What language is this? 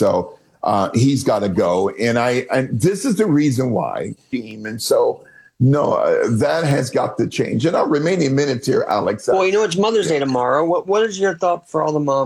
English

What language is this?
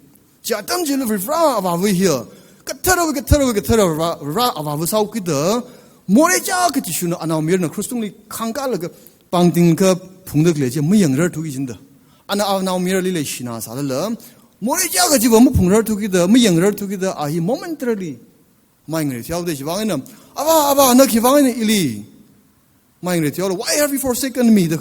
Tangkhul Naga (India)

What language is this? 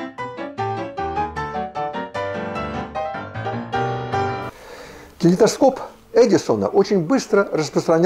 Russian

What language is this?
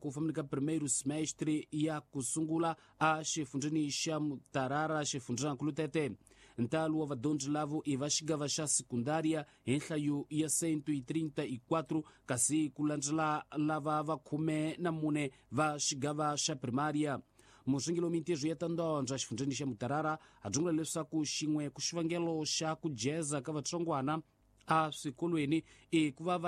Tsonga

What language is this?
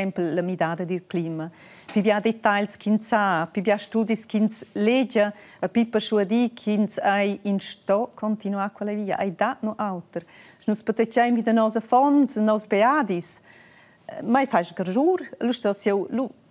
Romansh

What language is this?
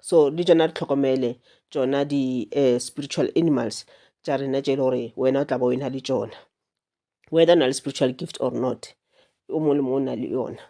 Northern Sotho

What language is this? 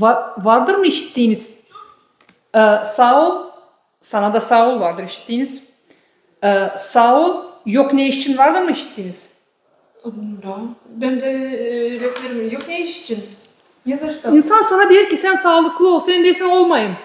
Gagauz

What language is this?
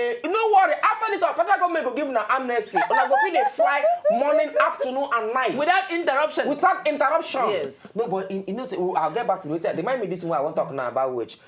Nigerian Pidgin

